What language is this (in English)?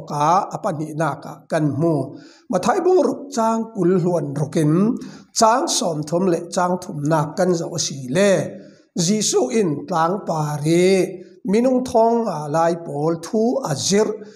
Falam Chin